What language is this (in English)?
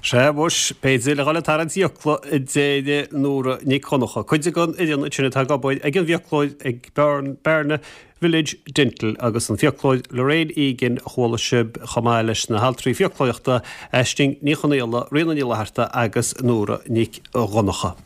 Irish